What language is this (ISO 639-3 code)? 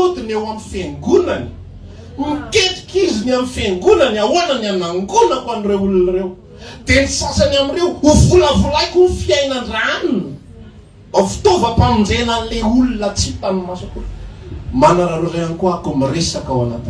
mlg